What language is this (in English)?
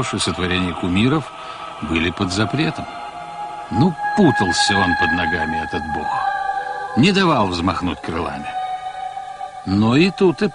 Russian